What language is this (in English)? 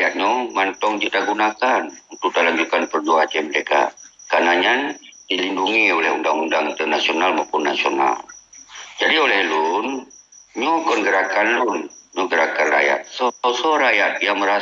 Achinese